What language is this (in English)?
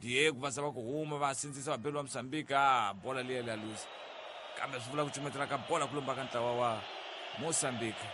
Tsonga